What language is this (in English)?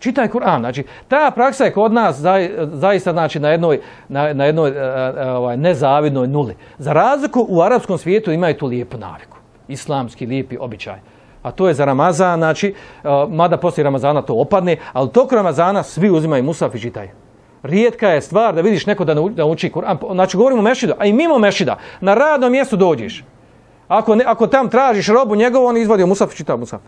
Bosnian